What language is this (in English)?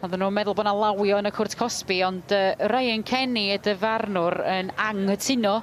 Welsh